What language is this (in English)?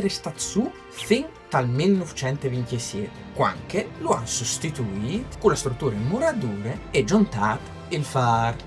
Friulian